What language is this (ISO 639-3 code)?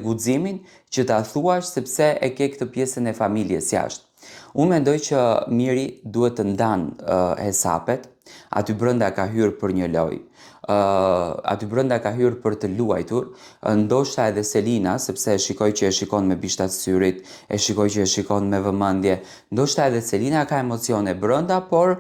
sqi